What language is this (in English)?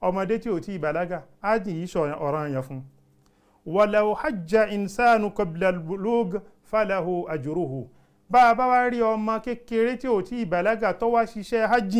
Yoruba